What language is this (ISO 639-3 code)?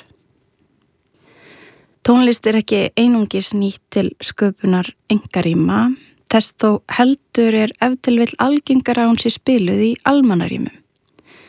isl